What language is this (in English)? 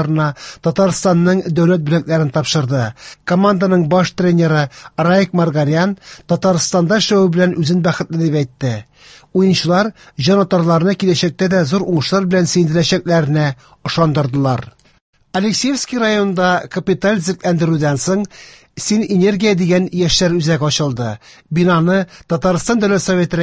Tatar